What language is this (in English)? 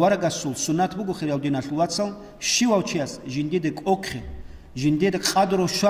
Avaric